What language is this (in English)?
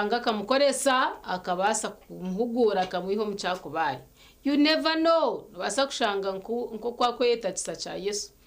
Nyankole